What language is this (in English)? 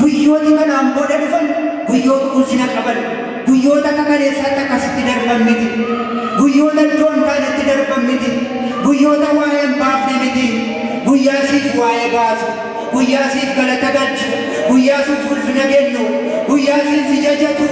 Oromo